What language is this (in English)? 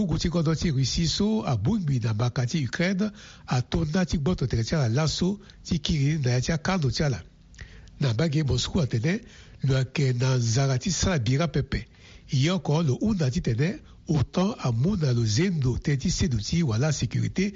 Sango